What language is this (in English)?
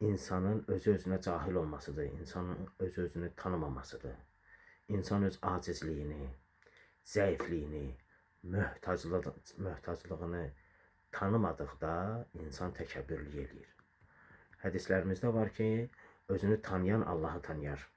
Azerbaijani